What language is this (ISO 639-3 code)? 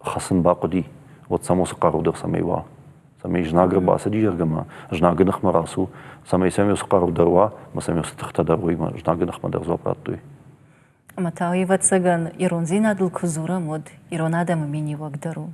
oss